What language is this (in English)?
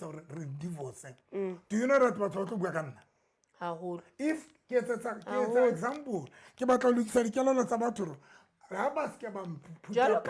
Southern Sotho